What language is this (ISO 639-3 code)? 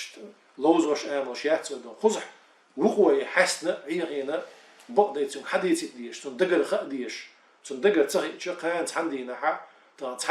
che